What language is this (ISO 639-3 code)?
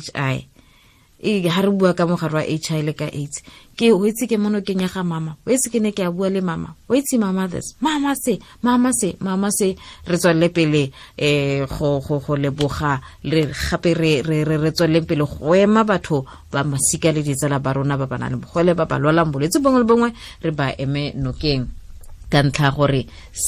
tsn